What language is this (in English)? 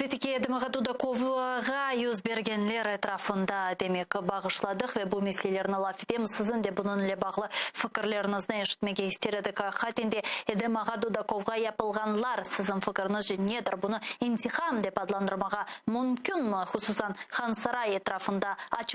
Crimean Tatar